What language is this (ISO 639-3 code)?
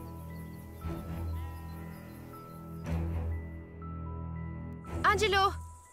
swe